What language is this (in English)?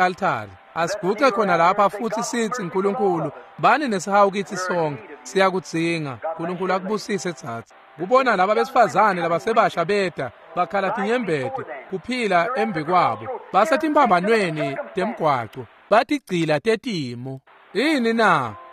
Swati